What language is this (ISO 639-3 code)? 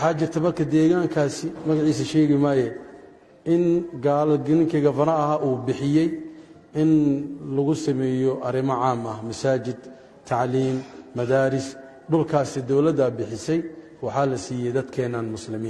som